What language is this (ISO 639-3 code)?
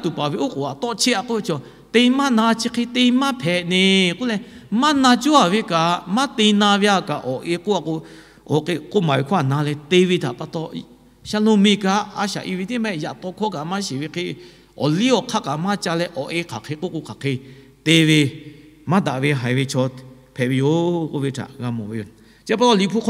lhu